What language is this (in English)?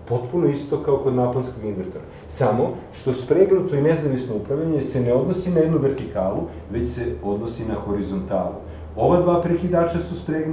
Serbian